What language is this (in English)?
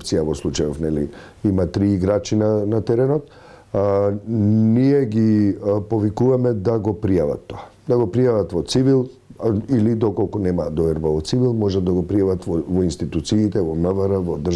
Macedonian